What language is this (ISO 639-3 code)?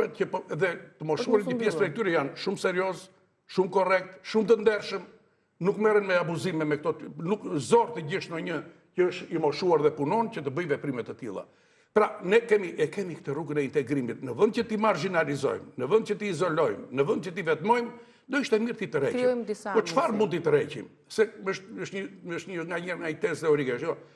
sqi